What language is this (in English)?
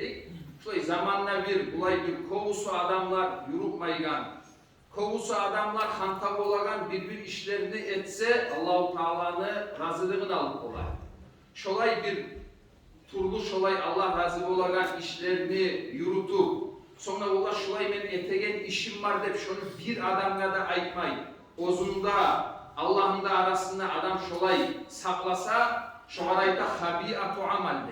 Kumyk